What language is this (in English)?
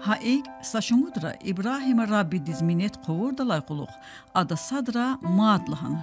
Lezghian